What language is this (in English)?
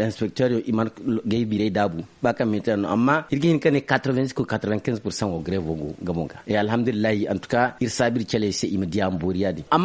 Zarma